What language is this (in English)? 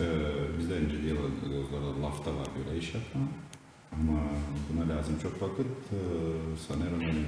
Gagauz